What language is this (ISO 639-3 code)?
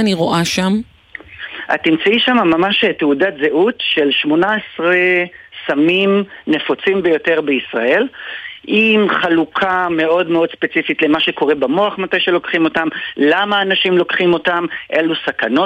heb